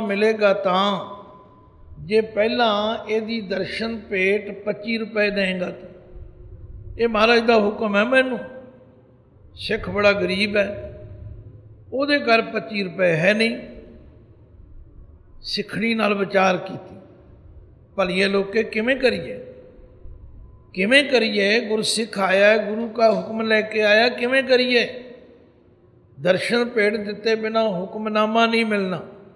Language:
Punjabi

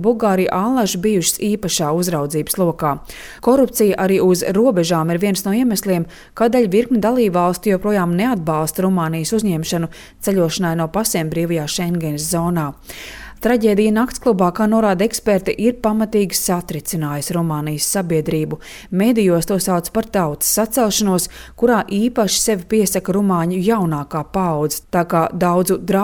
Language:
Latvian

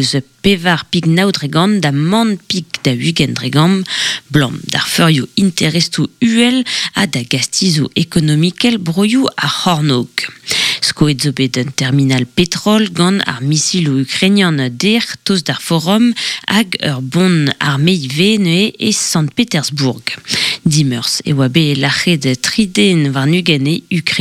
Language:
Breton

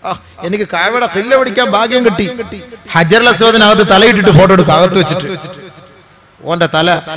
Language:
Malayalam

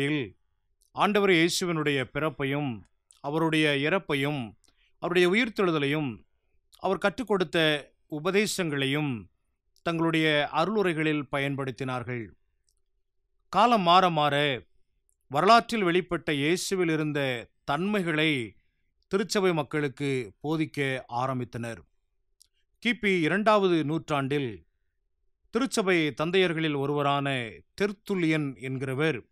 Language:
Tamil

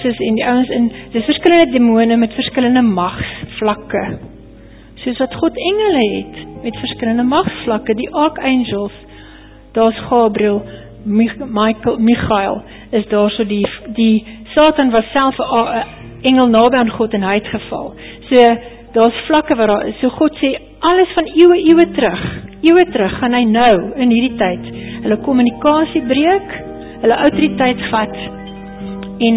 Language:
Afrikaans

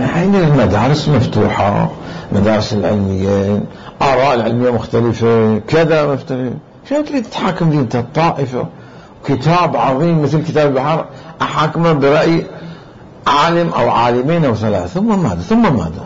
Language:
Mesopotamian Arabic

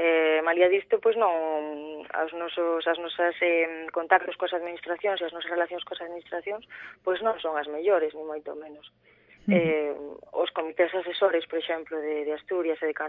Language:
Galician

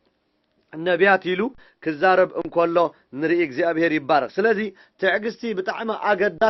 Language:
Tigrinya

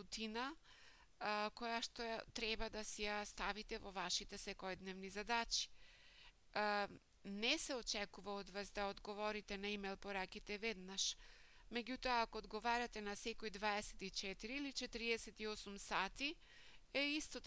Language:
Macedonian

